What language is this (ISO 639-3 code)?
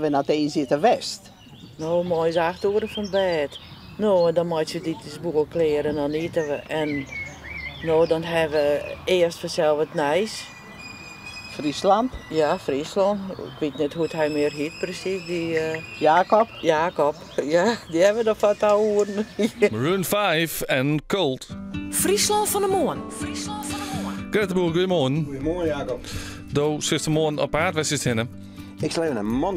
fry